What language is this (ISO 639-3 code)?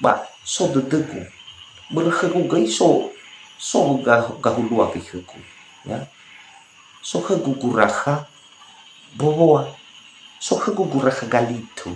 nia